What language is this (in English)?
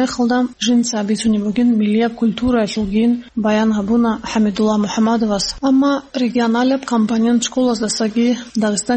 Avaric